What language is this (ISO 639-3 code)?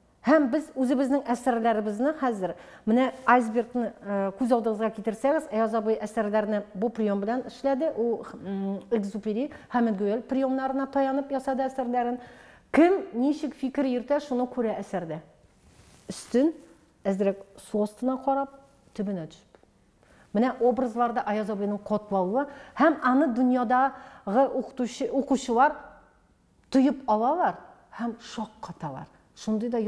tat